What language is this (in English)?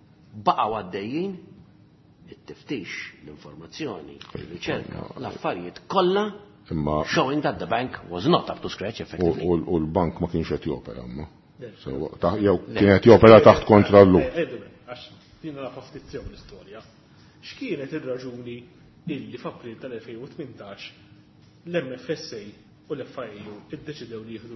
Maltese